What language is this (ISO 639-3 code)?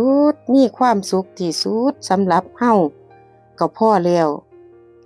lao